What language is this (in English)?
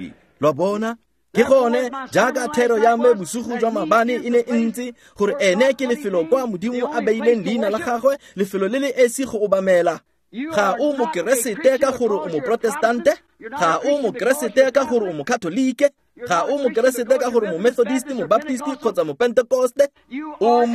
Tswana